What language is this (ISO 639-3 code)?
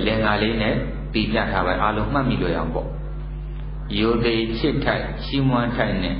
mya